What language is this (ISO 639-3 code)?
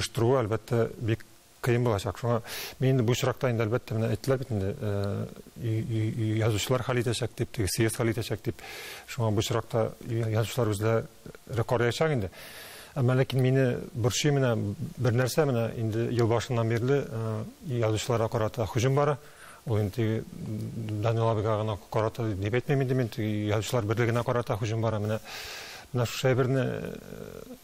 tat